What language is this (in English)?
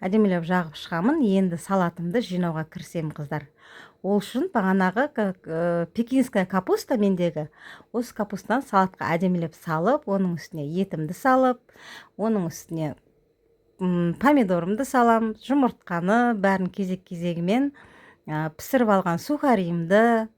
Kazakh